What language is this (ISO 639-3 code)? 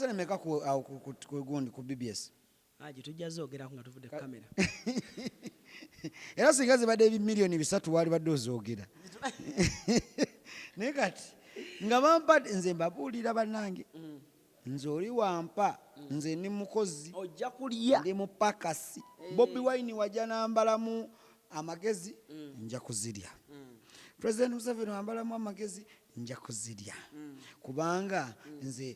lug